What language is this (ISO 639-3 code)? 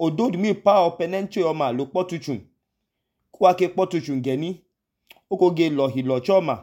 idu